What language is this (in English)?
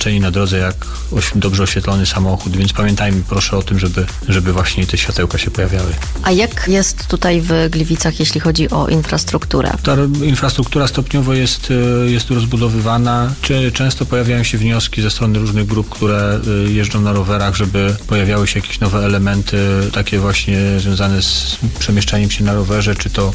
Polish